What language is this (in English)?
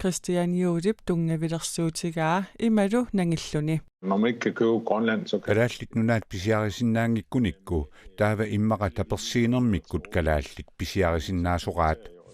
Kalaallisut